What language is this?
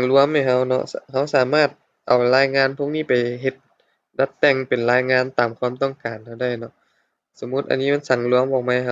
Lao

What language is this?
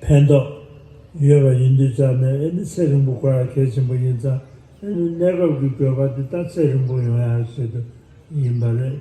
Tibetan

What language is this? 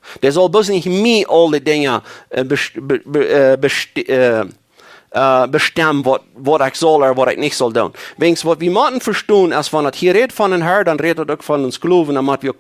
Plautdietsch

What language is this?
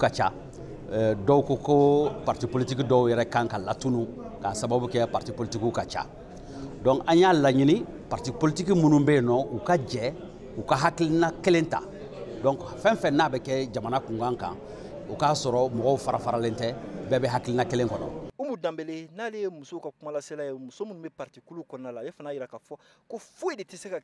Bambara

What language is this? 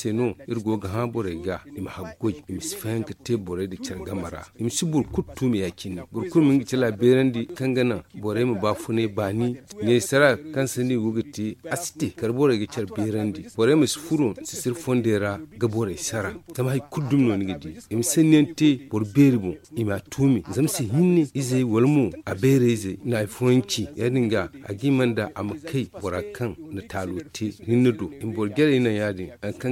Zarma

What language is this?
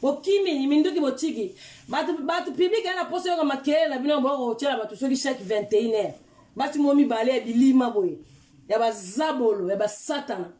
Lingala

